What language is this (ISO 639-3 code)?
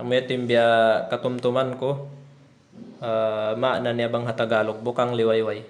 tsg